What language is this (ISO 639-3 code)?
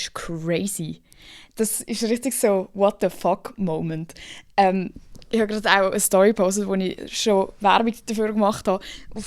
gsw